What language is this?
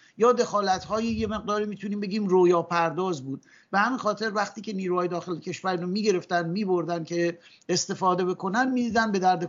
Persian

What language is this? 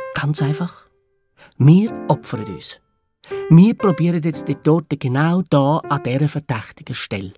Swiss German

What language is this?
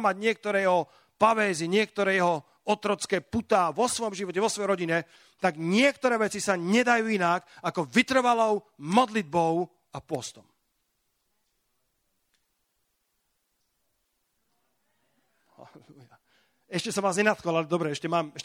Slovak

